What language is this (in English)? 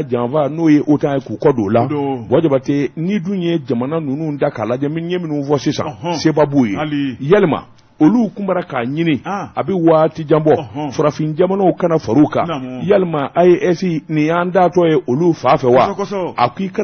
Bambara